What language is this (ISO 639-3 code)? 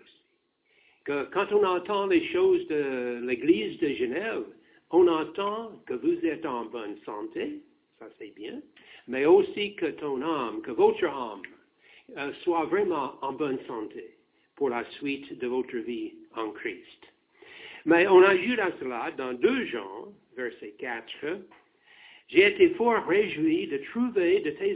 fra